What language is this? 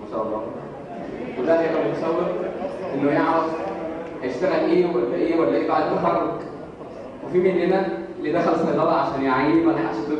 Egyptian Arabic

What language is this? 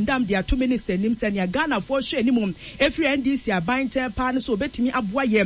Akan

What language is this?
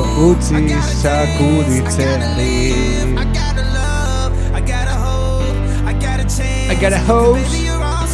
Basque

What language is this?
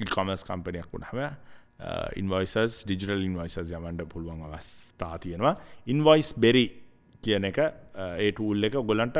Sinhala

